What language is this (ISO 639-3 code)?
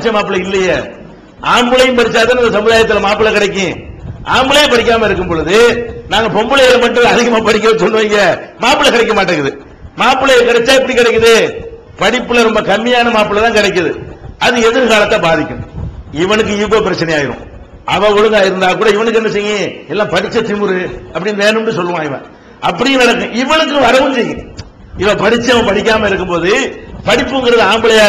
tam